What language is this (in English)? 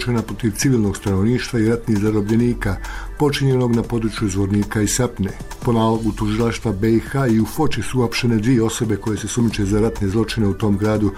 Bosnian